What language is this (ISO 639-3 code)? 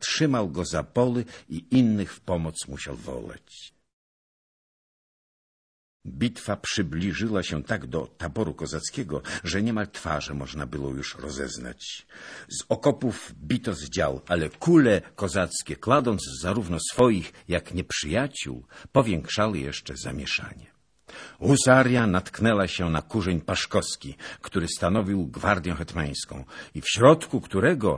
pol